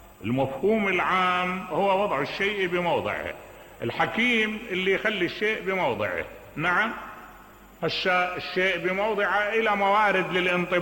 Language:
Mesopotamian Arabic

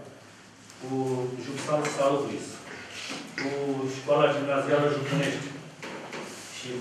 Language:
Romanian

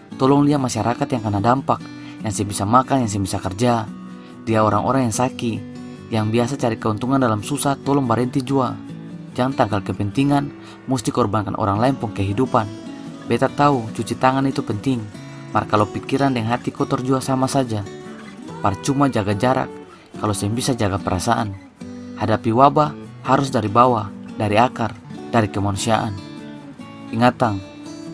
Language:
Ambonese Malay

